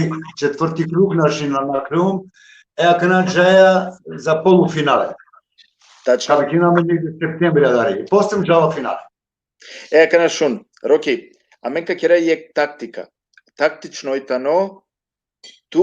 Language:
Balkan Romani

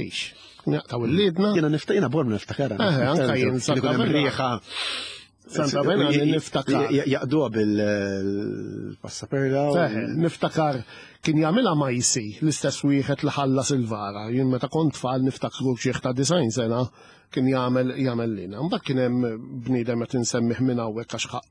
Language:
Maltese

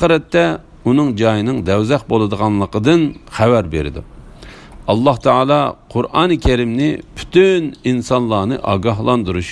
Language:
Uyghur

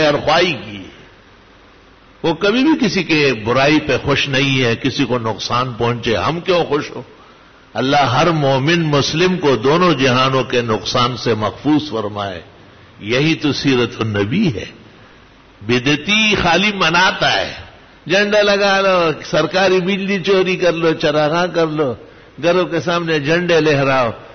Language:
Urdu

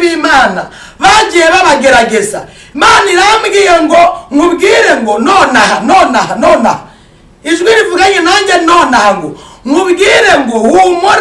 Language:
Kinyarwanda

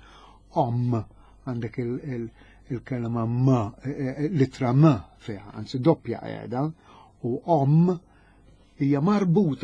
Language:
Maltese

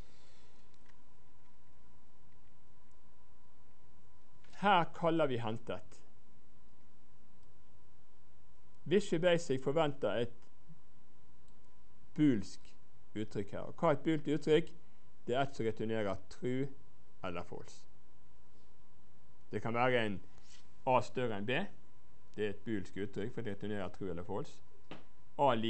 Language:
Norwegian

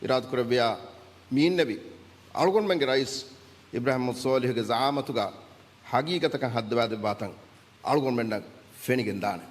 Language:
Divehi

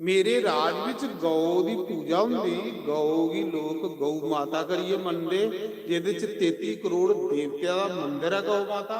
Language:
Dogri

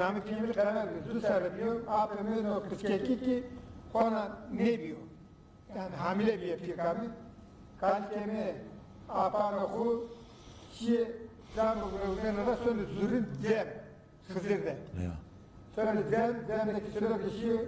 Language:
Zaza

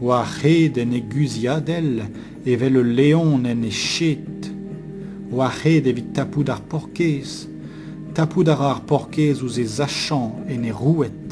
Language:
Breton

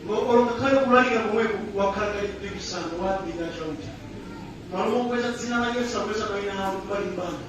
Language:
Nyanja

